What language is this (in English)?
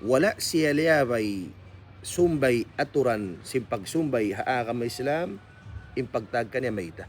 Tausug